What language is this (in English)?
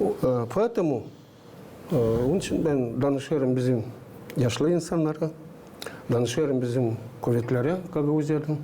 Gagauz